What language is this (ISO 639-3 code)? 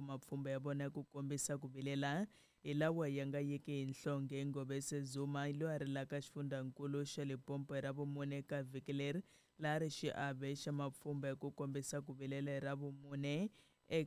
tso